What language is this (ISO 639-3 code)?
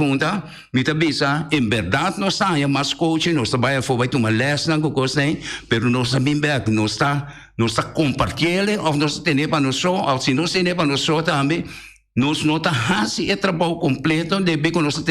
pap